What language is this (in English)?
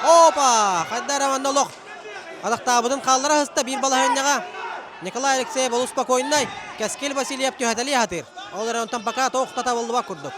Yakut